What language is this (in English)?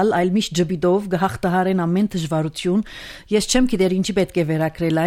Armenian